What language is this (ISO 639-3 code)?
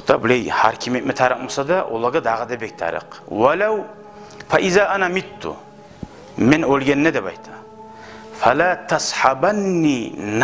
kum